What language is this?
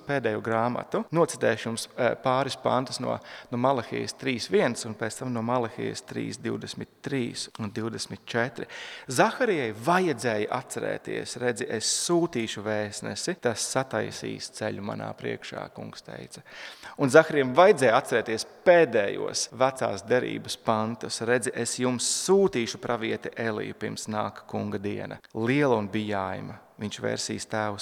Latvian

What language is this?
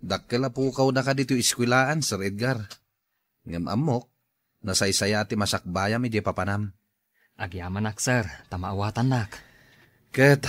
Iloko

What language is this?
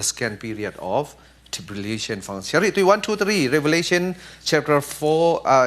Falam Chin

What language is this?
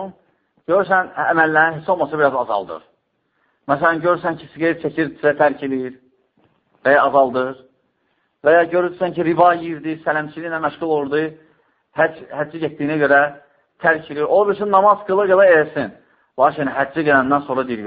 Azerbaijani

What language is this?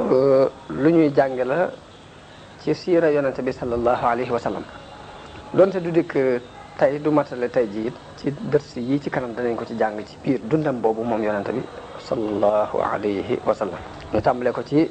Wolof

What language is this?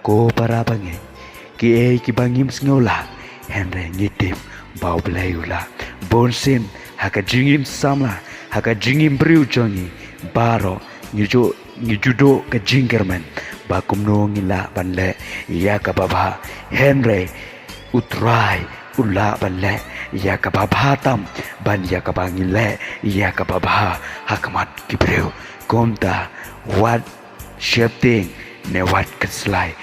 Khasi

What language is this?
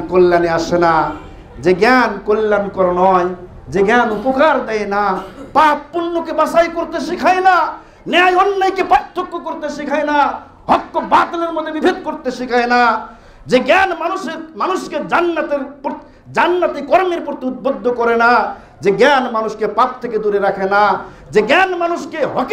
Bangla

